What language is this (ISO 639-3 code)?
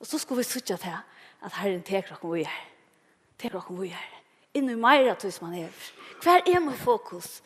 fao